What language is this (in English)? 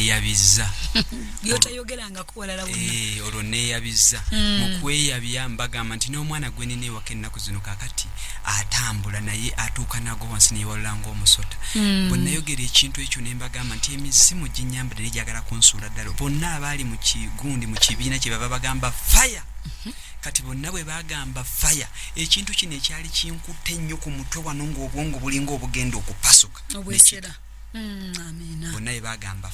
Ganda